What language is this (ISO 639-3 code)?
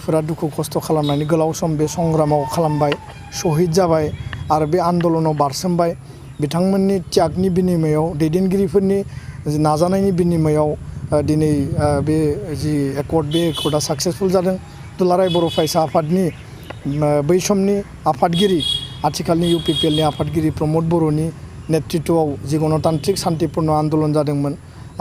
brx